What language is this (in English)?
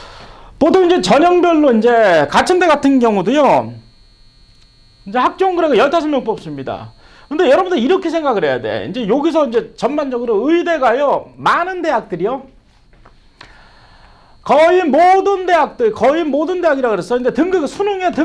Korean